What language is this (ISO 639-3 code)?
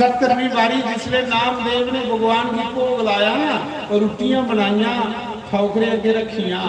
doi